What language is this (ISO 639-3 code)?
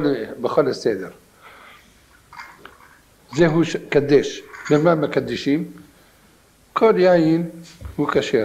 heb